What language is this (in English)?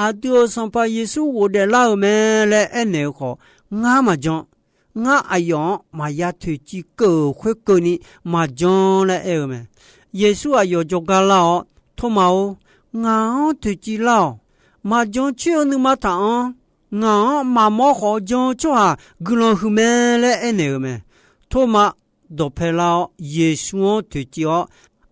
Akha